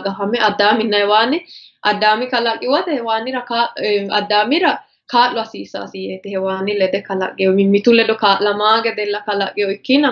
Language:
Sidamo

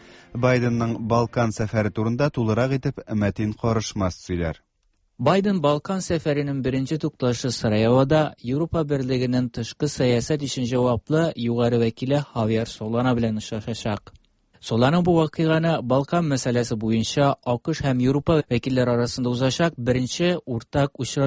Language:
Tatar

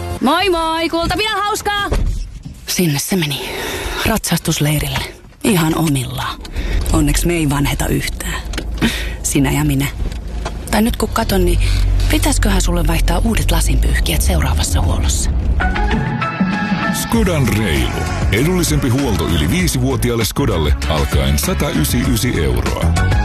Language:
Finnish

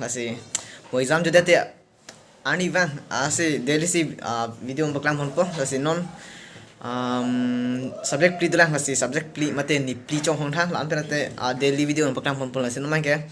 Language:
Karbi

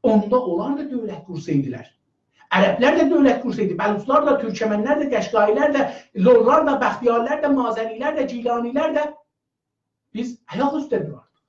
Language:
South Azerbaijani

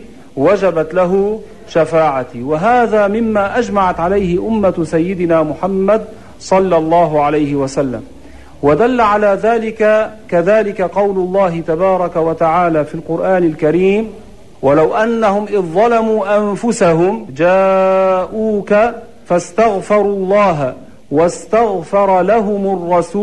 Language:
Arabic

